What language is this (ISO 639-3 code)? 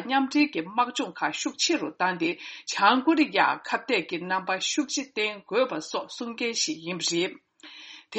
bod